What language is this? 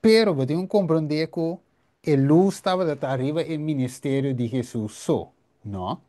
Papiamento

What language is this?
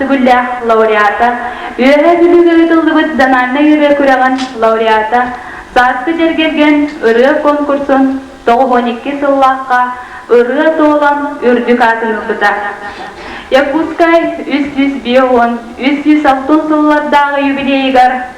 Yakut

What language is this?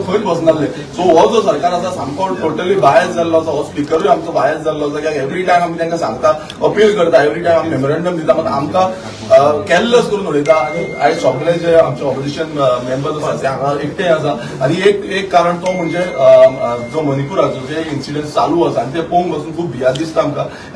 Konkani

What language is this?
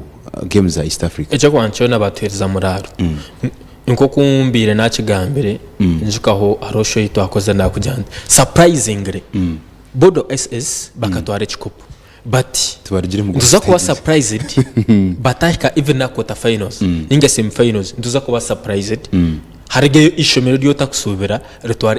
Nyankole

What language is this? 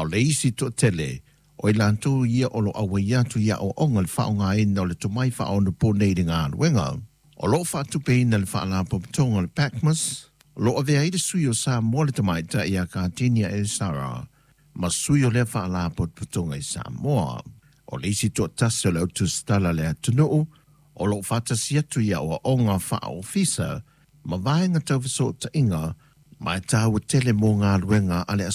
Samoan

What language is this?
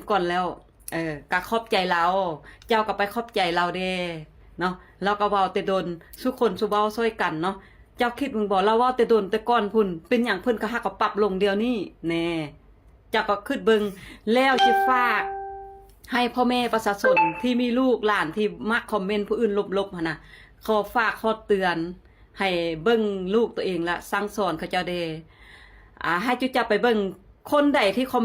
Lao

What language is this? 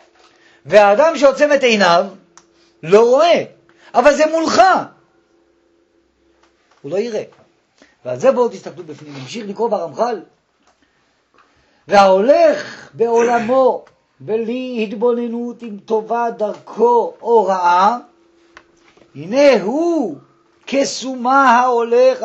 Hebrew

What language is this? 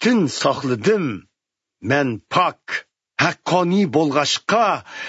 Uyghur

